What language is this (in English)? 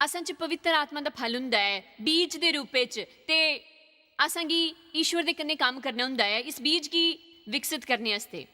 Dogri